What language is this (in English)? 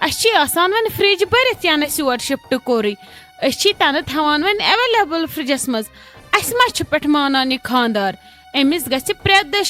Kashmiri